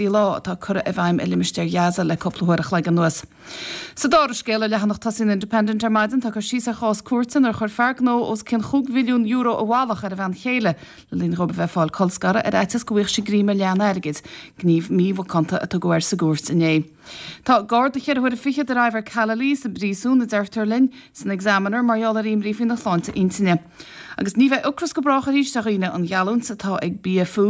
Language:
Irish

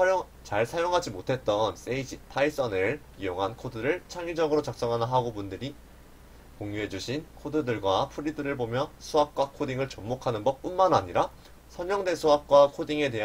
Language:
Korean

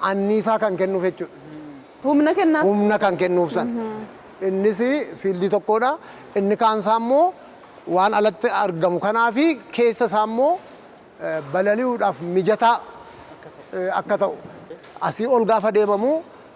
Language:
Oromo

